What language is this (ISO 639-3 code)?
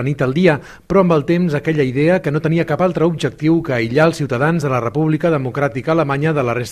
cat